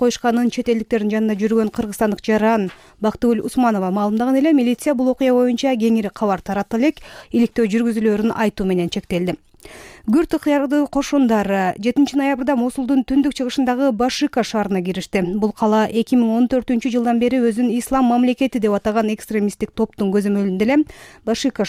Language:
Kyrgyz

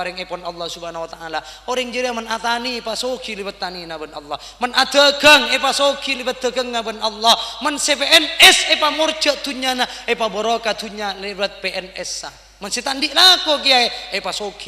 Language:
Madurese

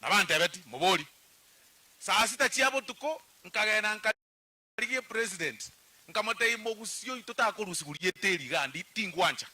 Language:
Gusii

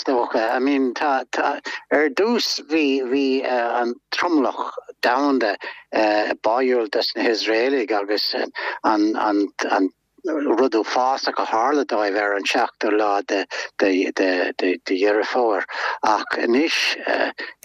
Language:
Irish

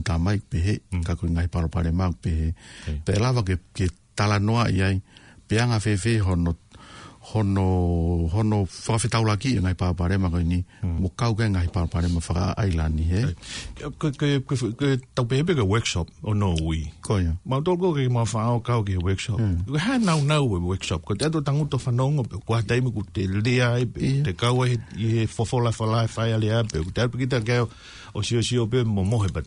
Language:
Tongan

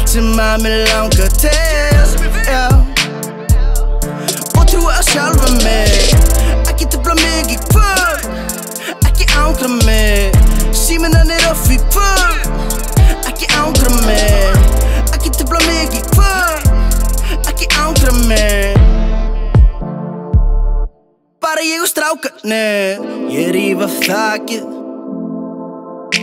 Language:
Icelandic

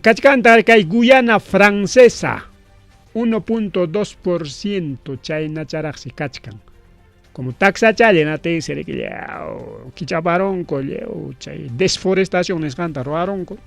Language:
Ayacucho Quechua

